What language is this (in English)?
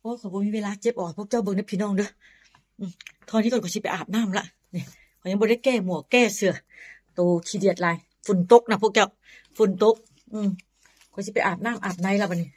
Northeastern Thai